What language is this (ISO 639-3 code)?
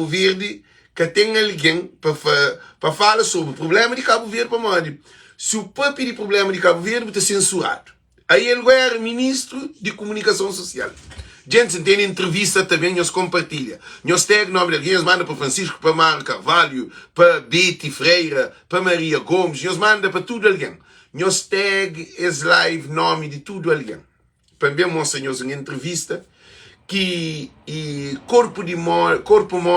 kea